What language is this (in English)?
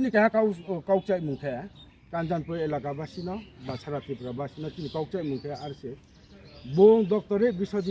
Kok Borok